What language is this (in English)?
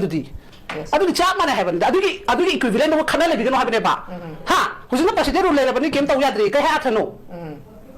Manipuri